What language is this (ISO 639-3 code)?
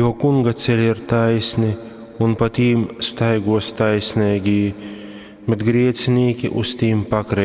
ltg